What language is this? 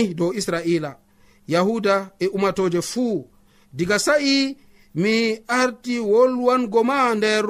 Nigerian Fulfulde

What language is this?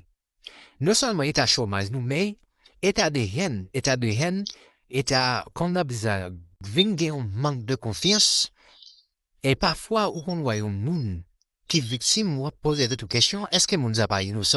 Haitian Creole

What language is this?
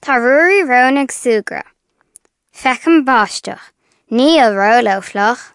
Irish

